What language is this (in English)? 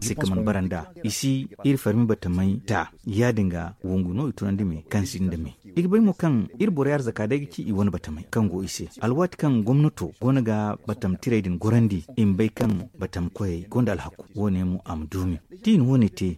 Zarma